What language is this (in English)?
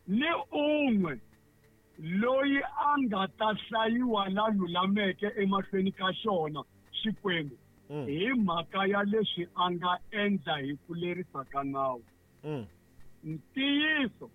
Tsonga